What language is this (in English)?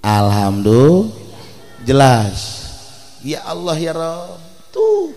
Sundanese